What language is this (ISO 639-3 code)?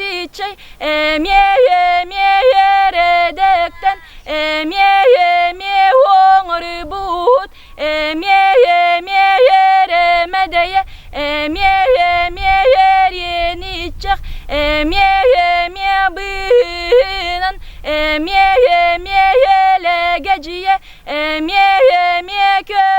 sah